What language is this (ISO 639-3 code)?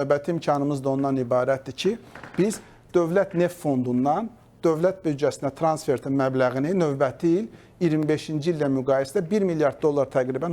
aze